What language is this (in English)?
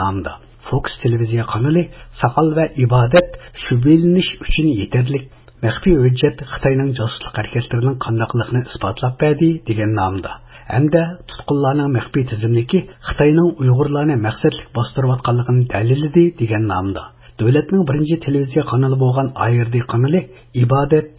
Uyghur